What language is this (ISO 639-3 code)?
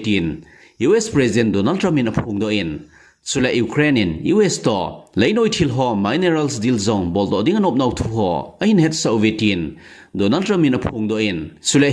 tcz